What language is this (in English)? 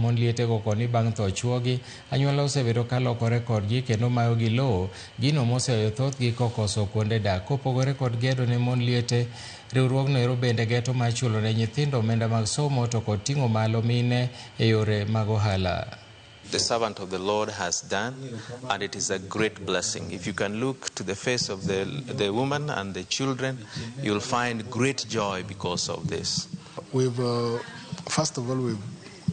Luo (Kenya and Tanzania)